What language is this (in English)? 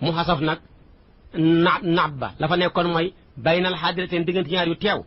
Wolof